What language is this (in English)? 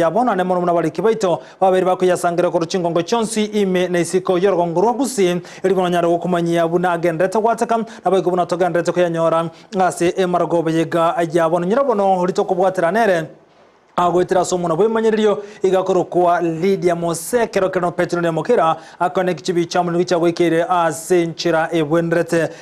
Gusii